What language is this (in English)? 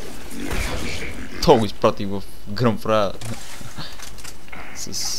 Bulgarian